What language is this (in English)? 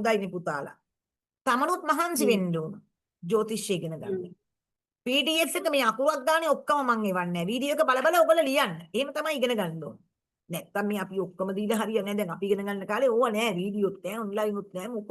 Sinhala